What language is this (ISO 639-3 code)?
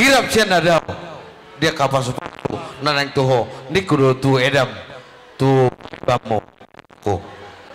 bbc